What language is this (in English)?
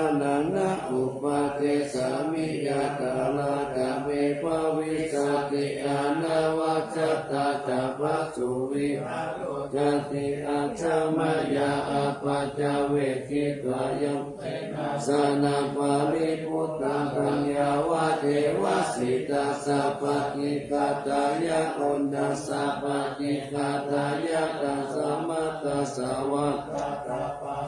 Pali